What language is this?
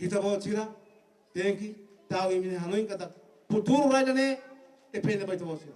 Tetum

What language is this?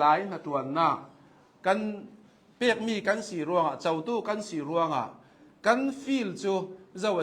Hakha Chin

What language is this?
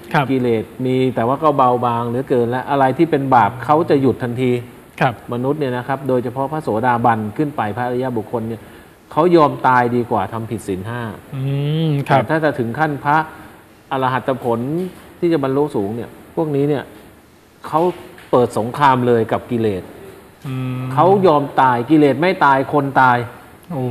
Thai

